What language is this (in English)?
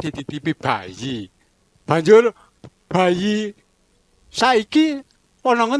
Javanese